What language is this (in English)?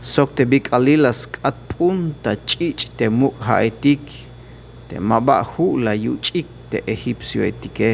Tzeltal